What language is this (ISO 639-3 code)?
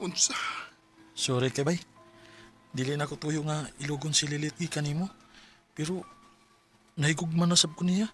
ceb